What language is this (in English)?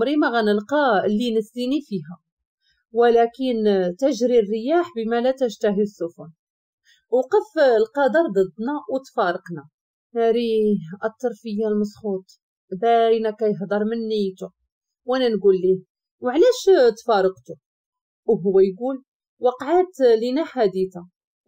Moroccan Arabic